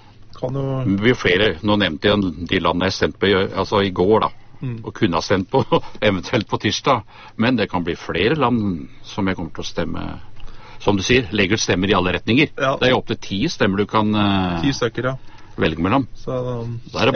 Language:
Norwegian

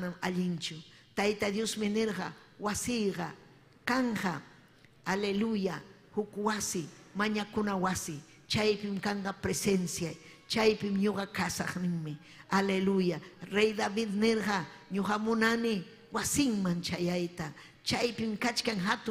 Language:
Ayacucho Quechua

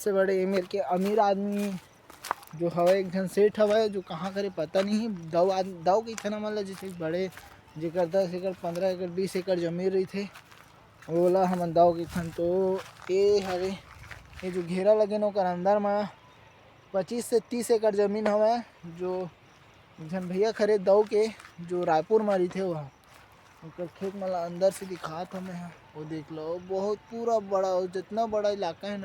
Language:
Chhattisgarhi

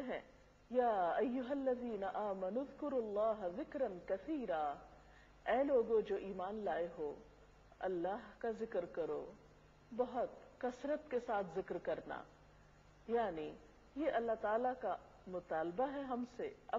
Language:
Urdu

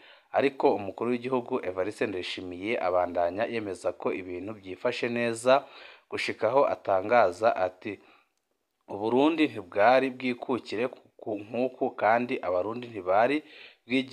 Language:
Rundi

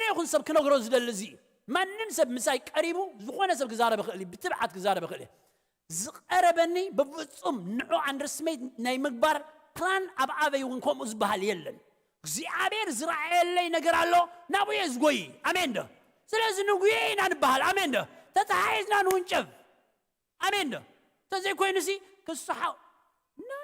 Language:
Tigrinya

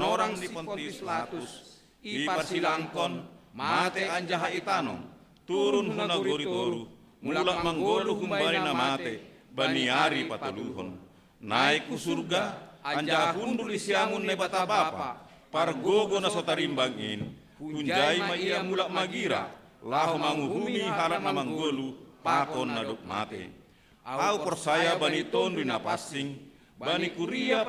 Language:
Batak Simalungun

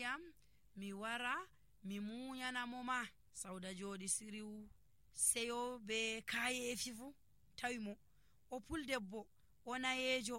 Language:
Nigerian Fulfulde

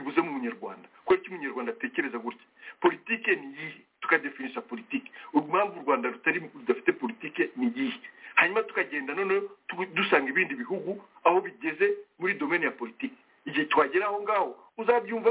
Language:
Kinyarwanda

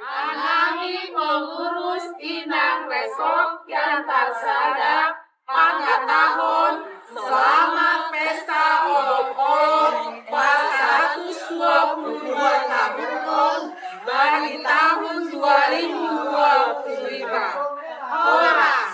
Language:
Batak Simalungun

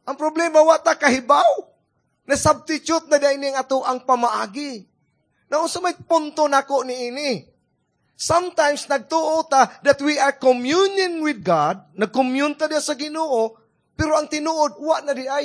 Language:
Cebuano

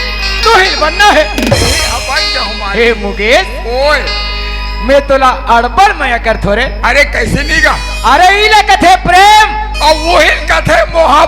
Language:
Chhattisgarhi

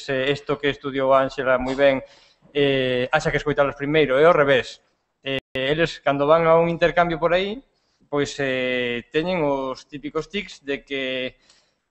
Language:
Galician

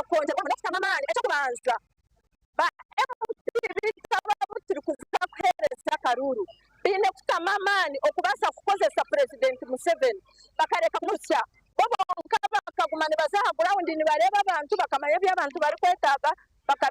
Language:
Nyankole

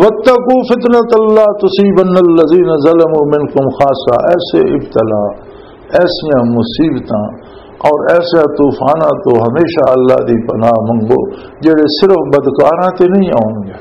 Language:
Western Panjabi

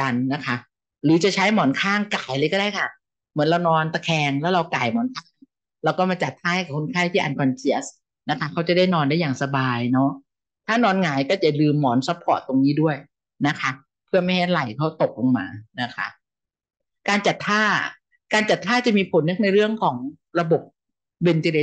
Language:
Thai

